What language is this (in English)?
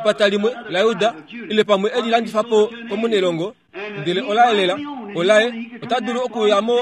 Kuanyama